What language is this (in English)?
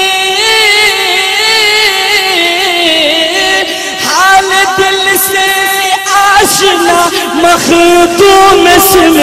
Urdu